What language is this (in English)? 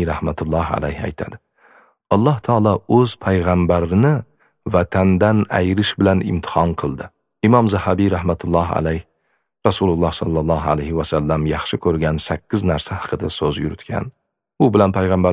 Uzbek